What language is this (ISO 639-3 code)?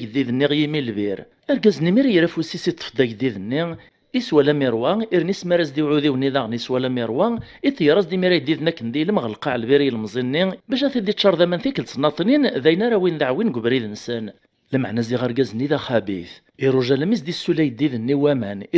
kab